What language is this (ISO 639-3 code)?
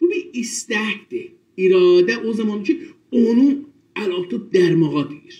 azb